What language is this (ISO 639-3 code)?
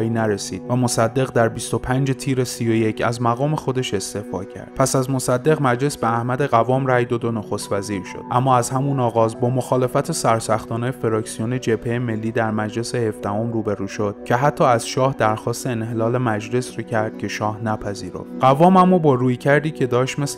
fas